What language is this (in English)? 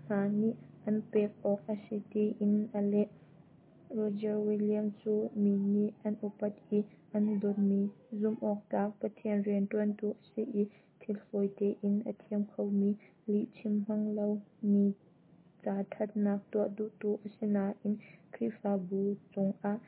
Hakha Chin